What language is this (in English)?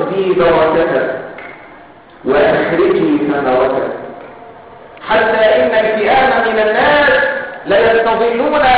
Arabic